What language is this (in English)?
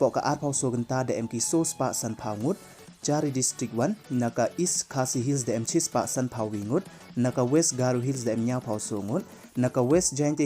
Pnar